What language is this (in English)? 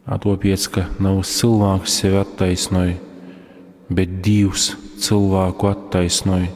Latgalian